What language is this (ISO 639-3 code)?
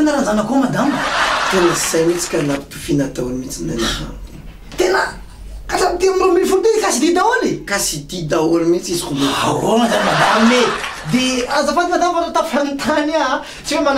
mlg